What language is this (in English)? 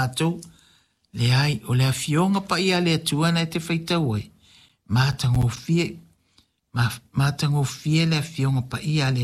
Samoan